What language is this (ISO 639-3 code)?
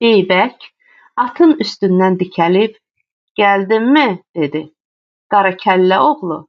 aze